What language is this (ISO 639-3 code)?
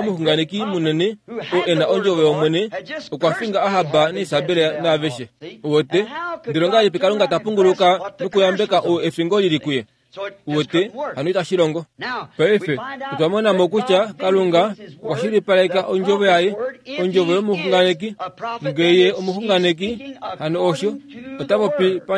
kua